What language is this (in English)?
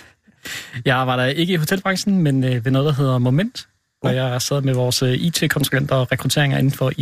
Danish